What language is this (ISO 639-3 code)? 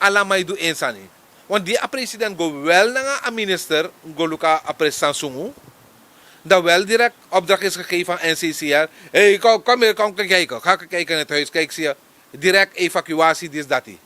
srn